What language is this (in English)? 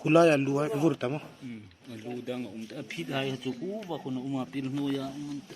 Hmar